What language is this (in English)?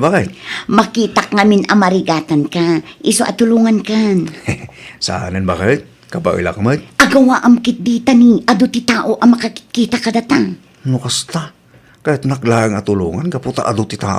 Iloko